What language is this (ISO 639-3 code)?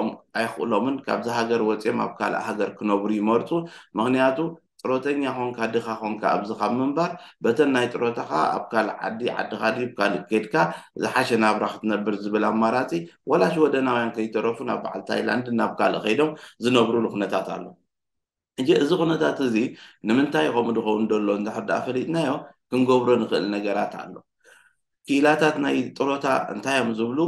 tir